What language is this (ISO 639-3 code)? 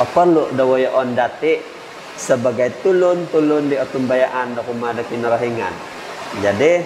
dtp